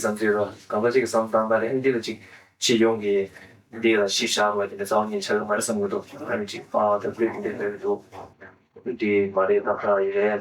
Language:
Tibetan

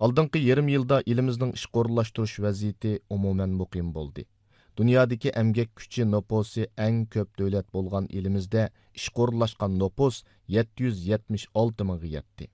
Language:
Uyghur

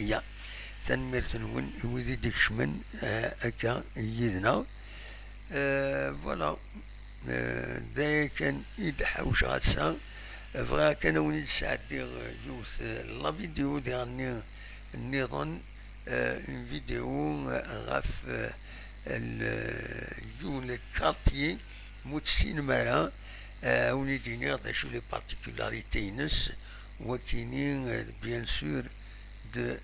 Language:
Kabyle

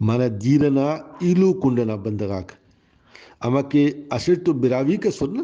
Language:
Brahui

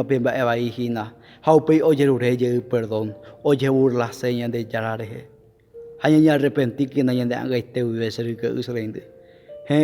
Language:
Guarani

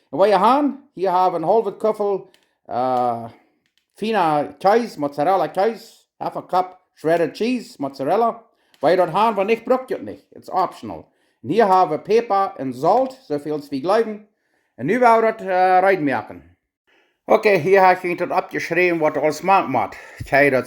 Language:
Plautdietsch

